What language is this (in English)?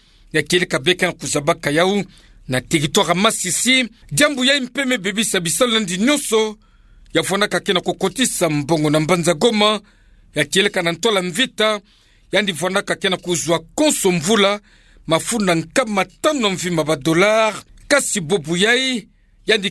Kituba (Democratic Republic of Congo)